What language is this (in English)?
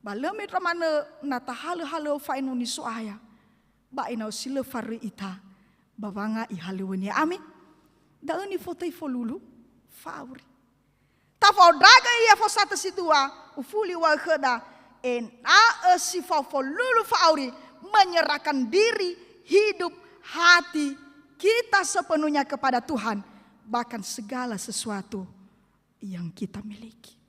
Nias